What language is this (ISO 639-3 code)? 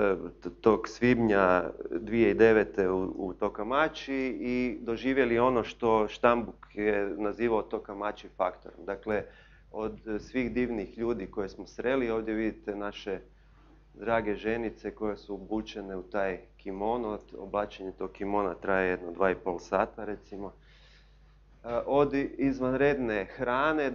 hrv